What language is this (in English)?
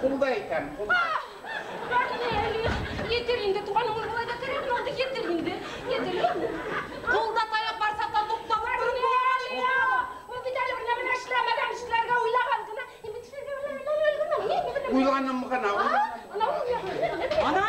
Bashkir